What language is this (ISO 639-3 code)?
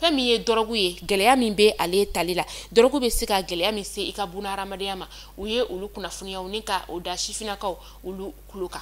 bam